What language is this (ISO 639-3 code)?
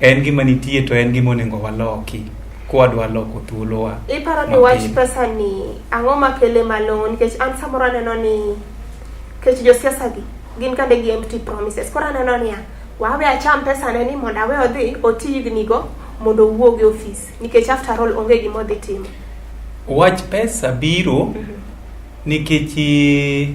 luo